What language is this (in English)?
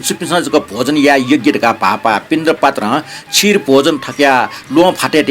Newari